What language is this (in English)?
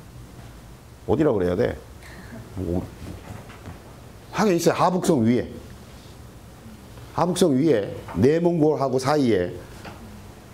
Korean